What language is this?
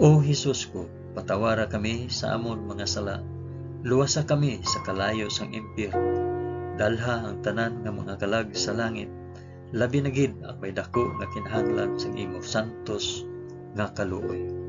Hiligaynon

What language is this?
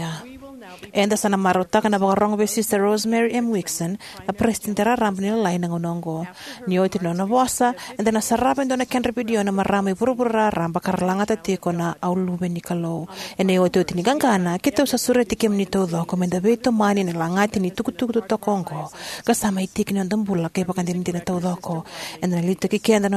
Fijian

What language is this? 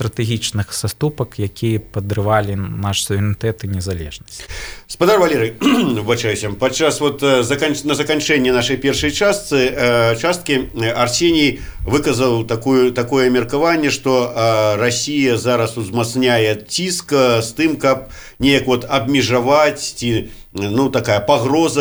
Belarusian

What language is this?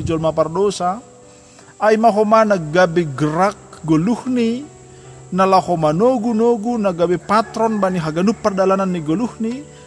Batak Simalungun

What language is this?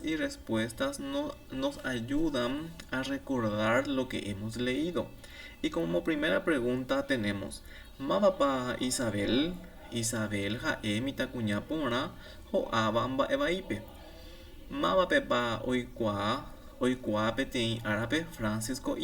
Guarani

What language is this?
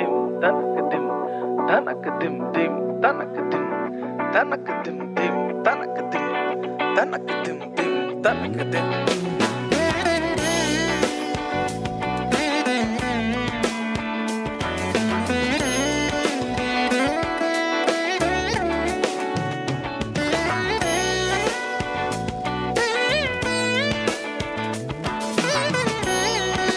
Malayalam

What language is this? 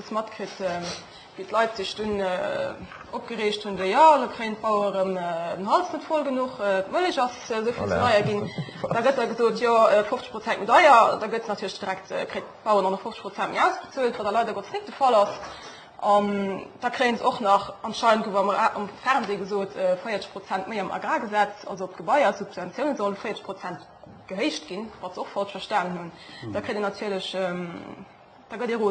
Luxembourgish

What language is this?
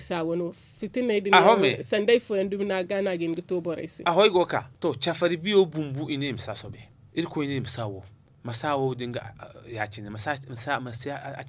Zarma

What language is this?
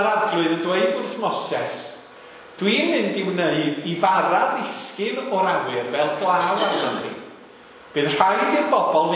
Welsh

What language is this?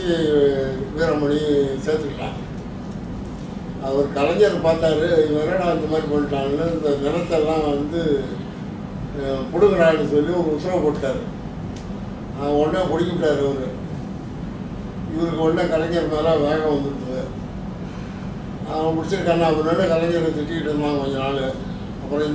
Tamil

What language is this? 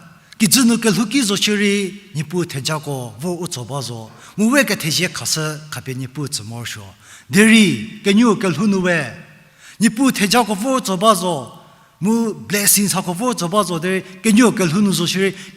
Angami Naga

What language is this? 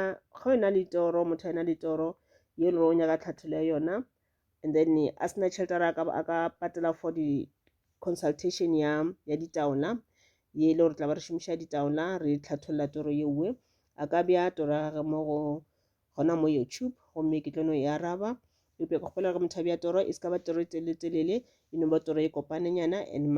Northern Sotho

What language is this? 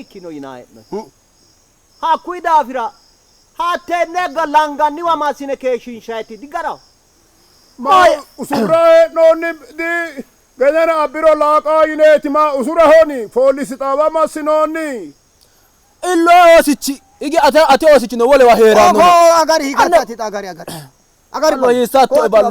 Sidamo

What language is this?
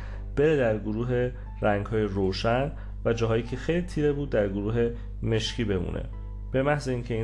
Persian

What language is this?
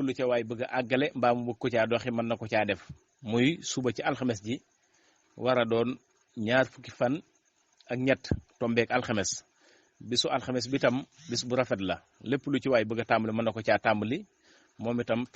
Wolof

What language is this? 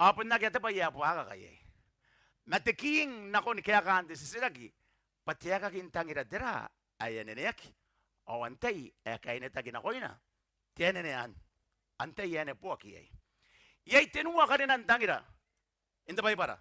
Gilbertese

